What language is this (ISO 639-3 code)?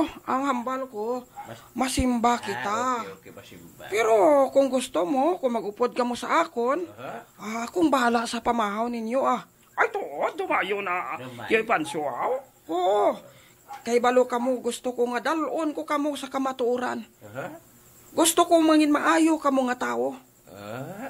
hil